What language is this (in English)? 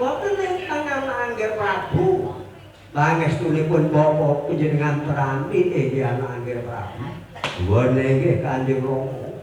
Javanese